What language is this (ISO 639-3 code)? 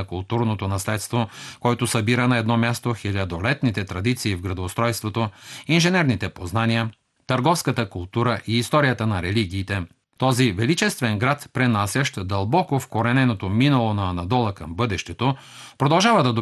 bul